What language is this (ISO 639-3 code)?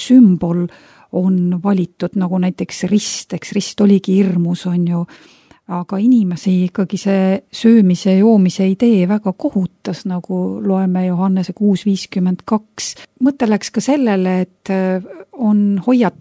est